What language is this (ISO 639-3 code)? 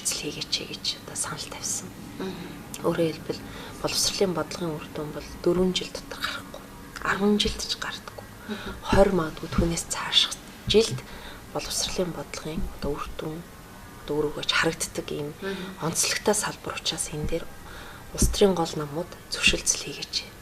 mon